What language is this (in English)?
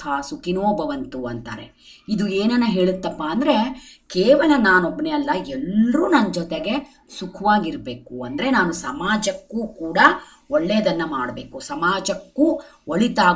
Kannada